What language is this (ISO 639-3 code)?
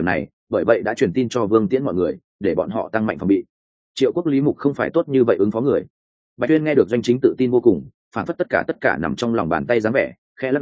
vie